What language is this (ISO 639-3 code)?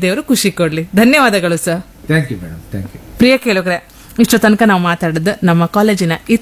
kan